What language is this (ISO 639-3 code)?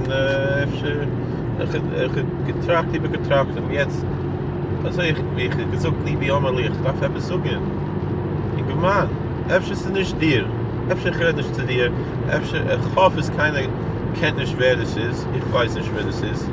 yid